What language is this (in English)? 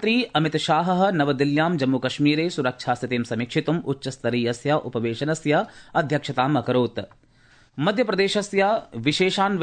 Sanskrit